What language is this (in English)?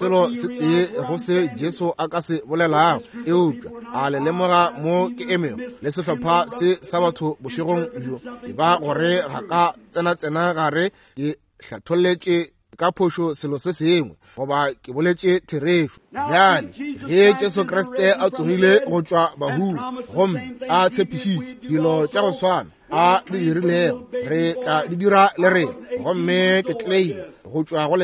Northern Sotho